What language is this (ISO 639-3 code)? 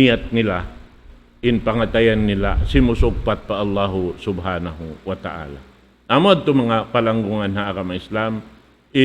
tsg